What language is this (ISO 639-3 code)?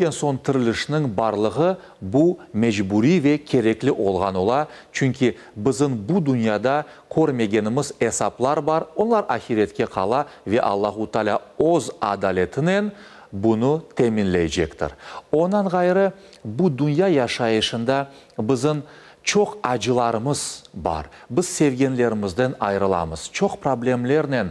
crh